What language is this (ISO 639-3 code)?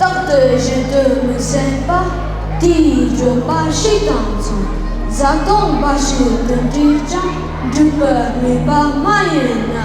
bod